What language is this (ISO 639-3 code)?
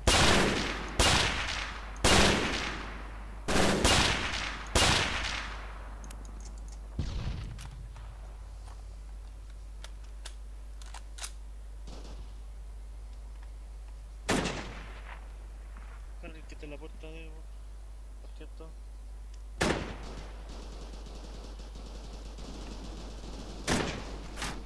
spa